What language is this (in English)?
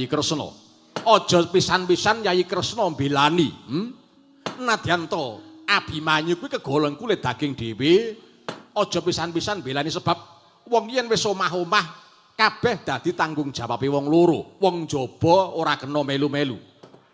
Javanese